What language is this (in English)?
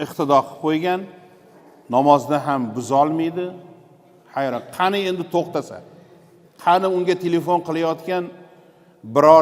Uzbek